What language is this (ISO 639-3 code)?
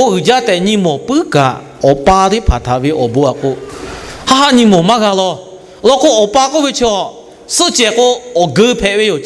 lhu